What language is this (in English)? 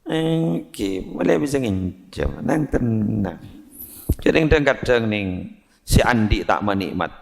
Madurese